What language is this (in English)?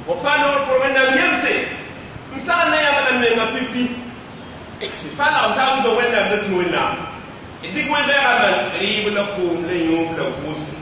Mossi